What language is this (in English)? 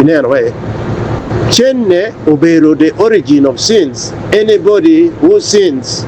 Acoli